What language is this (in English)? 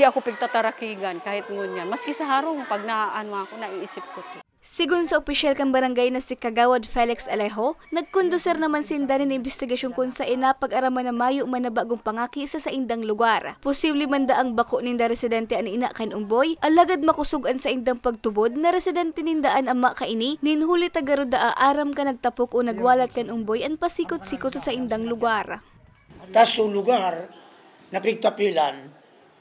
Bikol